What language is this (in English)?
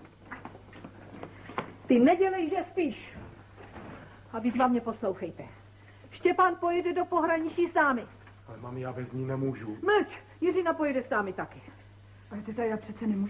Czech